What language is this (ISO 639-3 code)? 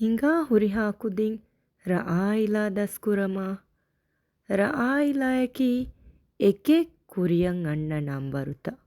div